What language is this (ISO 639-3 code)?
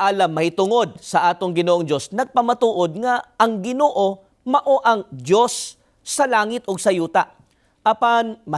ceb